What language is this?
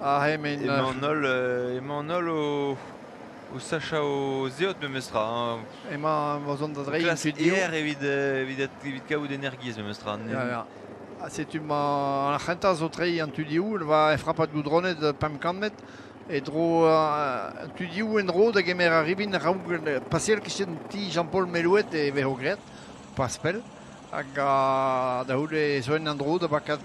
Breton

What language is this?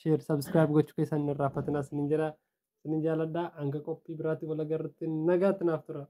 Oromo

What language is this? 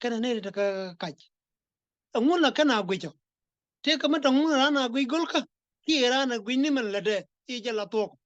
Nuer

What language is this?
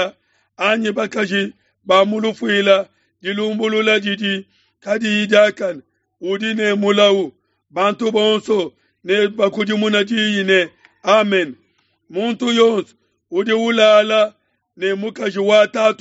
Luba-Lulua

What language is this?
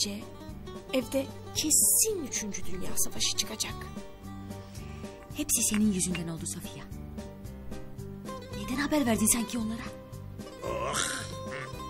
Turkish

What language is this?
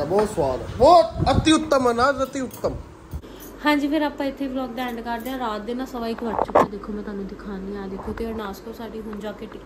Punjabi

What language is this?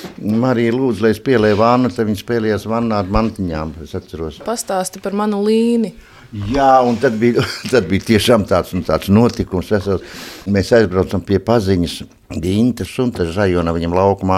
Latvian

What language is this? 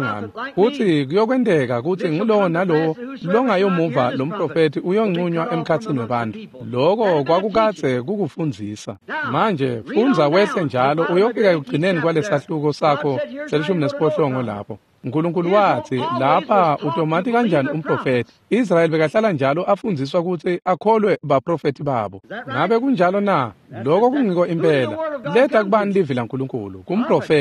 Swati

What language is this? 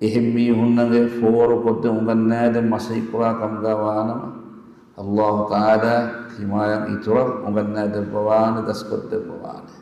Divehi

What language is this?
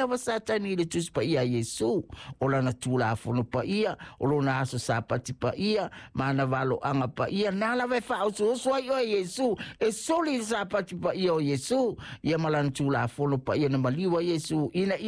Samoan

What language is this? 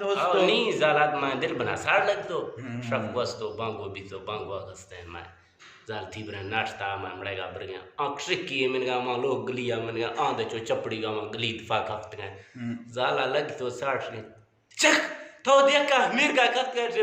Eastern Balochi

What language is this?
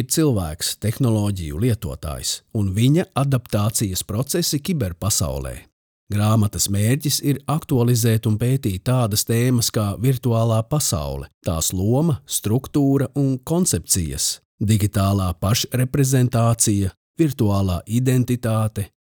Latvian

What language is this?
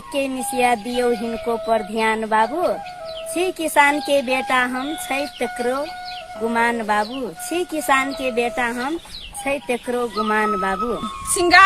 Maithili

